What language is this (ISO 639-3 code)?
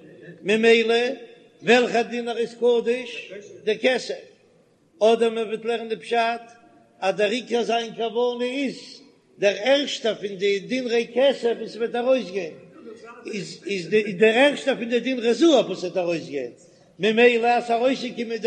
yid